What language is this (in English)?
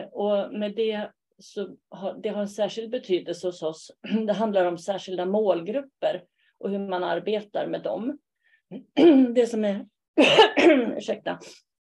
Swedish